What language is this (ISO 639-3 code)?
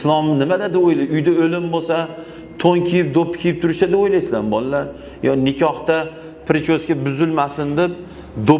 uzb